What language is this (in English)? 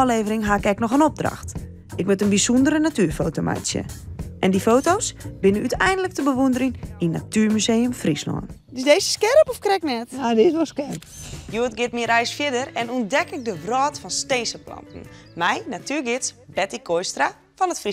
Western Frisian